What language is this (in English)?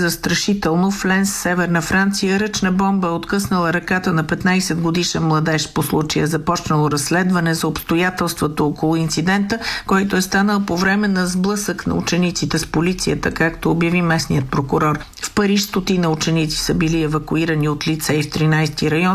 Bulgarian